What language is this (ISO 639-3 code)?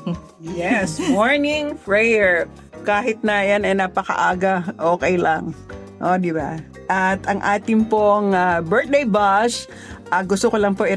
fil